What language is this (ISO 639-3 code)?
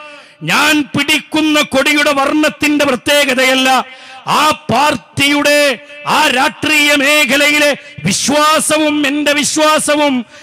mal